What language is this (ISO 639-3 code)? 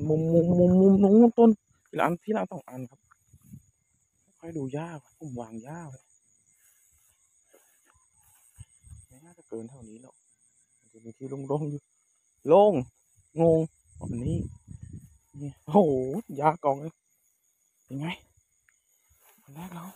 tha